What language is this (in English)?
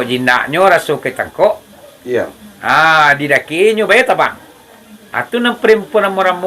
Minangkabau